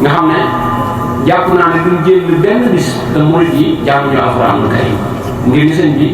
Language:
Wolof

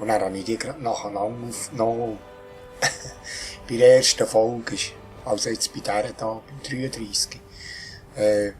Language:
Swiss German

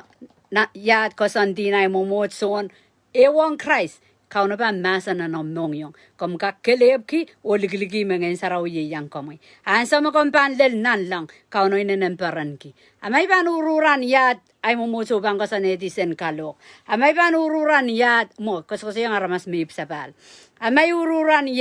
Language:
Pohnpeian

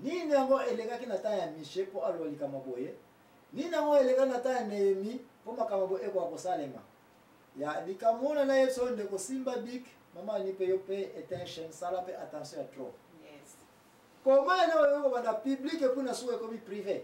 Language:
Lingala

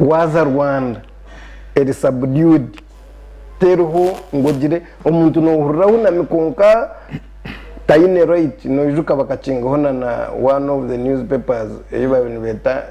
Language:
Nyankole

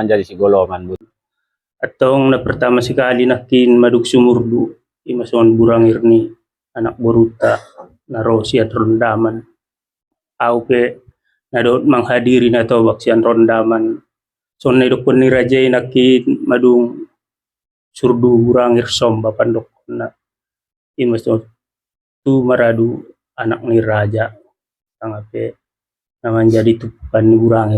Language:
Batak Toba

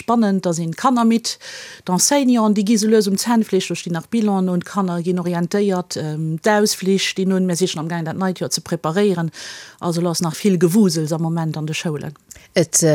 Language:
Luxembourgish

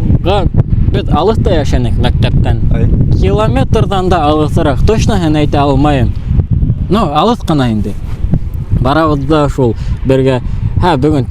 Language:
Bashkir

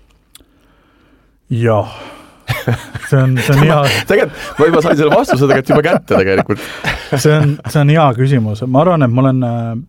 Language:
Estonian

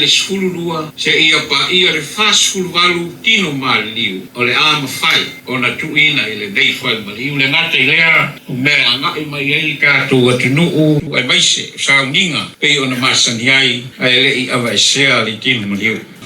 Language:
Samoan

